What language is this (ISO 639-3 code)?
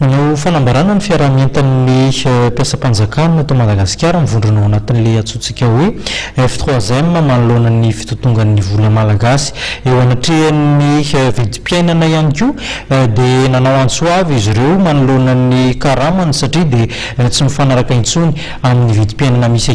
mlg